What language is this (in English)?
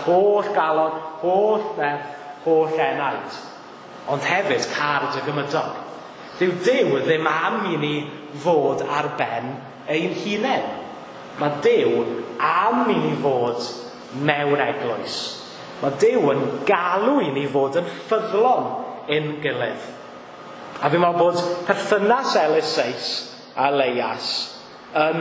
Welsh